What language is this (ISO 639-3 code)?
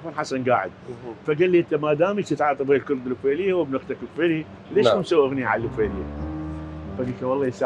acm